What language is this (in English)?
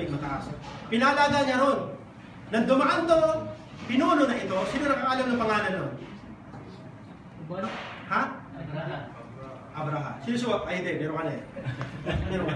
Filipino